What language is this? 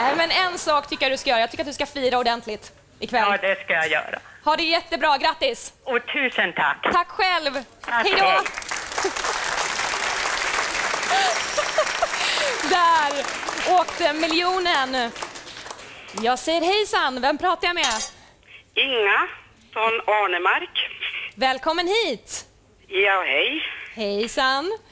Swedish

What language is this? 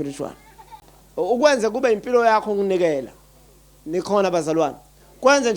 Zulu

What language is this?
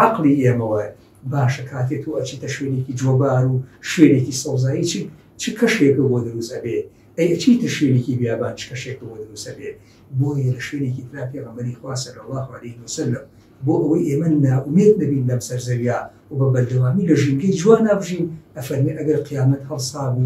Central Kurdish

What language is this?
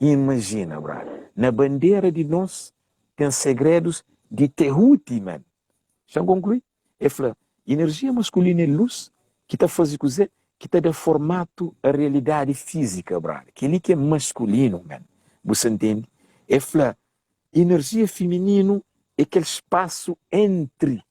Kabuverdianu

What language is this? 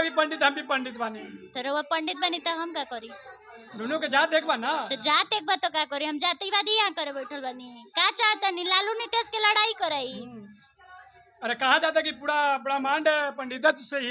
Bhojpuri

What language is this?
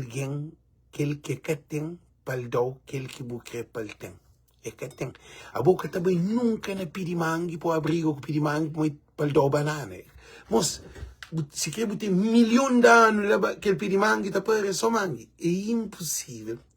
Kabuverdianu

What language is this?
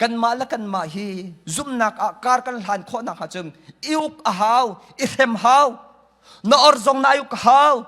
Hakha Chin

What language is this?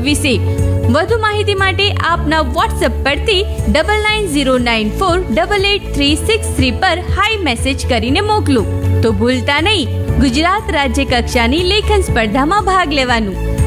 Gujarati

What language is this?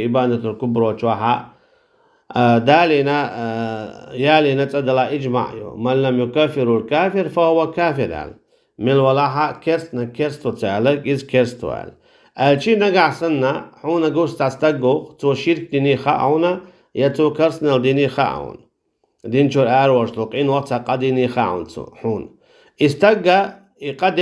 Chechen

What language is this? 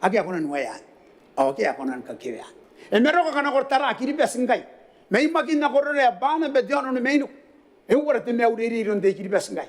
Gilbertese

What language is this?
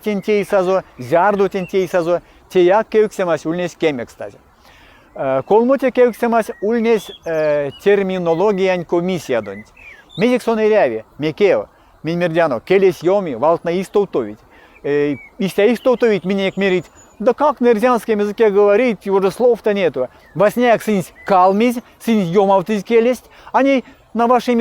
Erzya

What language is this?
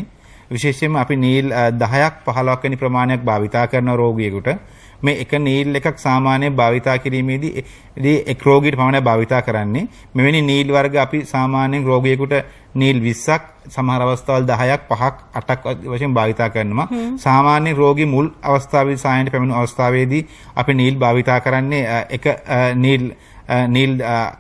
Sinhala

